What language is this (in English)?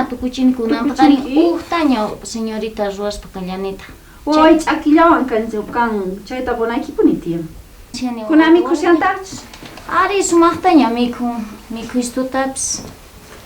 South Bolivian Quechua